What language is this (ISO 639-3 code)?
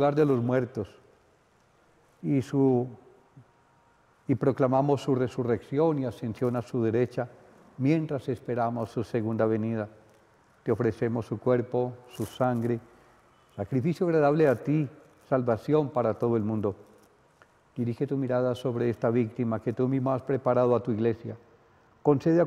spa